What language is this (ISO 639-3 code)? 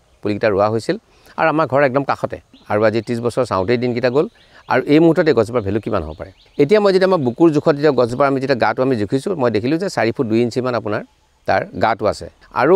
asm